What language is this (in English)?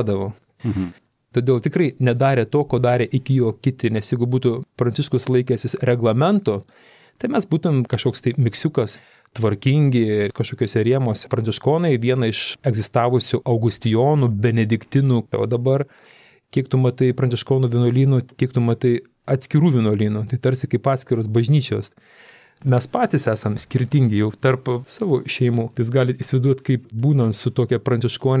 Lithuanian